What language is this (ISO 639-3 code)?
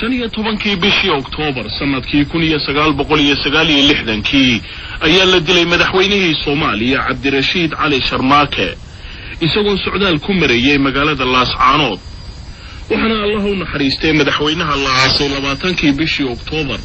som